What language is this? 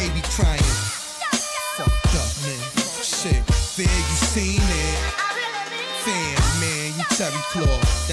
English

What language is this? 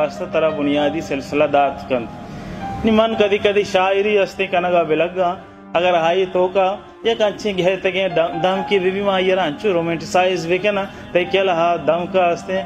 Baluchi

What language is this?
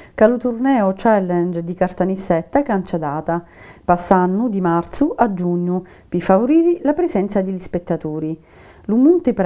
Sicilian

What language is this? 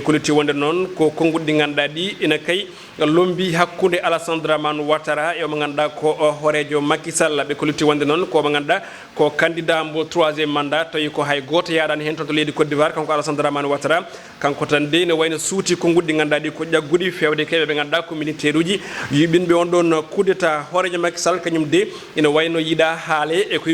Fula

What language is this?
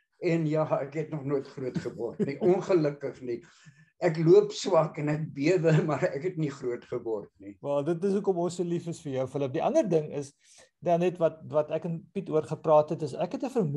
Afrikaans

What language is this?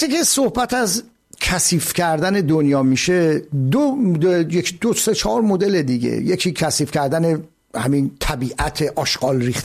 Persian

